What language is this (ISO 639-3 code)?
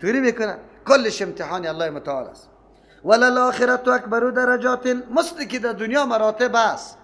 fas